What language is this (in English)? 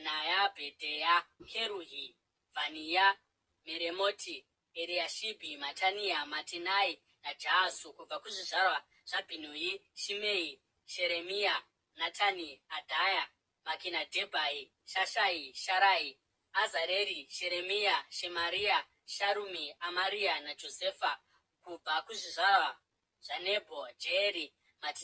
Shona